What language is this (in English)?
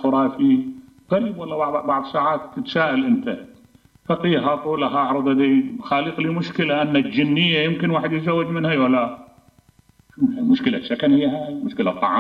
Mesopotamian Arabic